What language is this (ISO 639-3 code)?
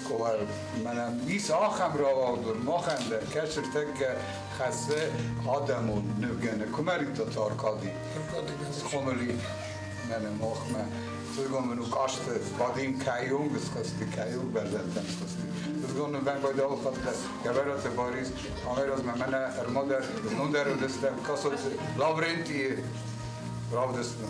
oss